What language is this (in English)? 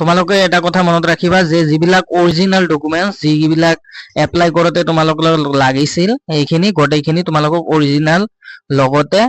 Assamese